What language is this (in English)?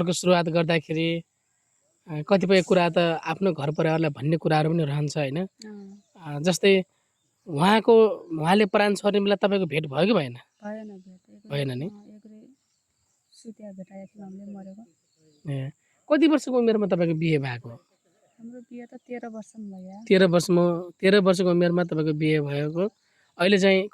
Nepali